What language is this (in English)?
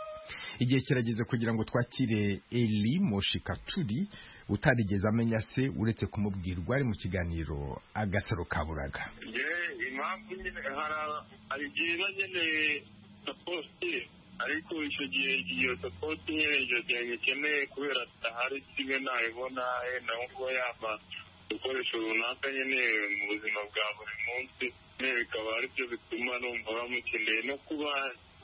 Kinyarwanda